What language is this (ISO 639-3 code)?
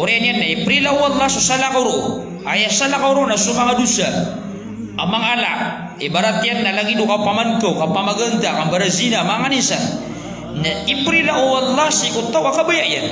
mrw